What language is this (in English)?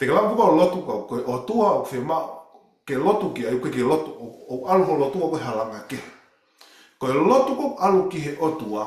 Tongan